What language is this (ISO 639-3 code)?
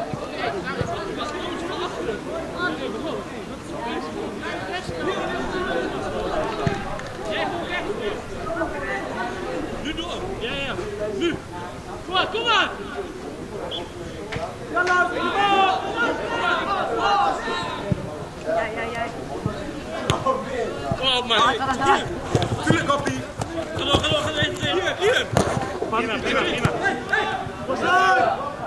nld